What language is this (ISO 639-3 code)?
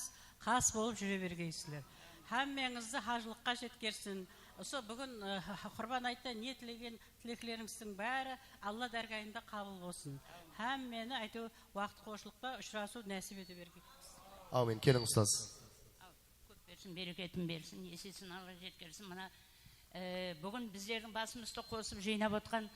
kaa